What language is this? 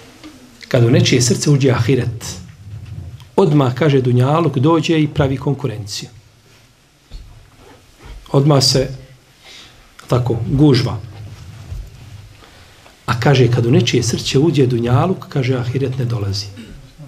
Bosnian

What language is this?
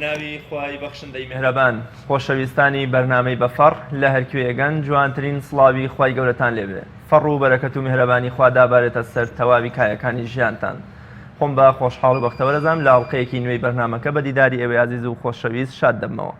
Central Kurdish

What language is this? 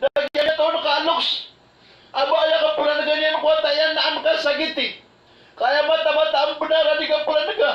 Maranao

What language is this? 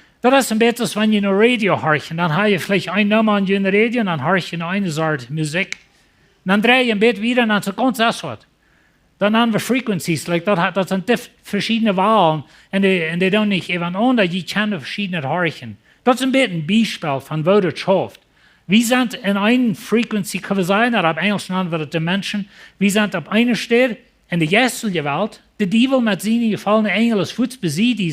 Plautdietsch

